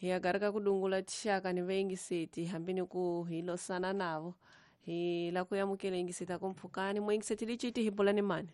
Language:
Tsonga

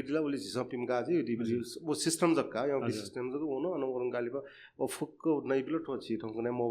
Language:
Newari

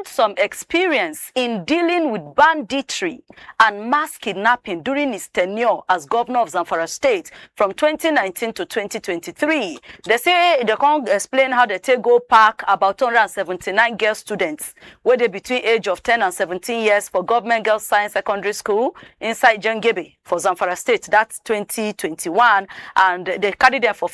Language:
Nigerian Pidgin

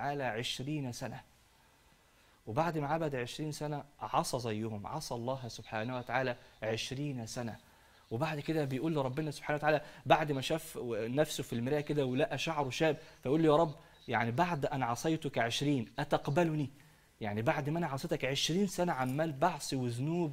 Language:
Egyptian Arabic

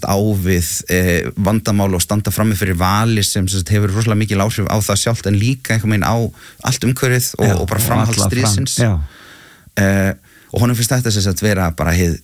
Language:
Icelandic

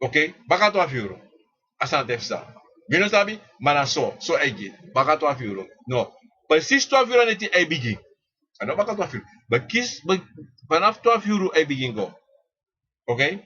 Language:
Sranan Tongo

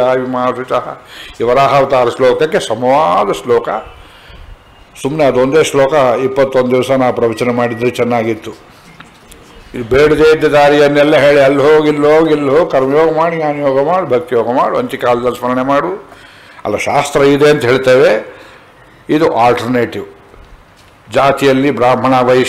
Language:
Kannada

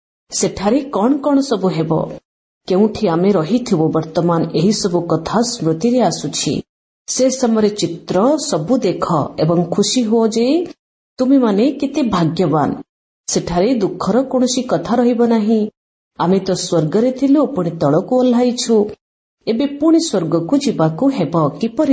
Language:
Odia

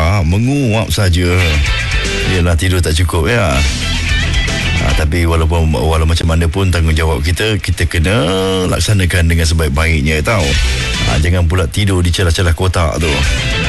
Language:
Malay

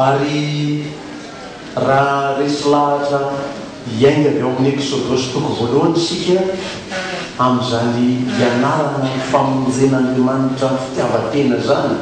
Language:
Malagasy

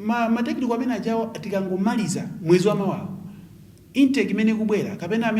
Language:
Nyanja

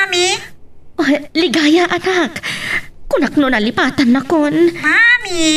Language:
Iloko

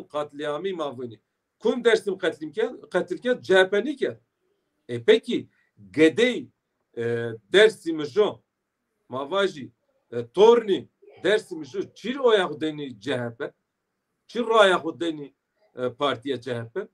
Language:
Zaza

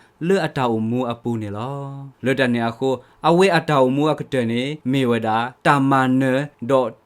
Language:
S'gaw Karen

